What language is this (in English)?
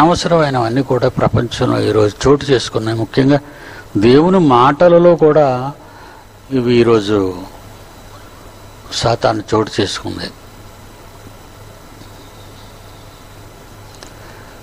Telugu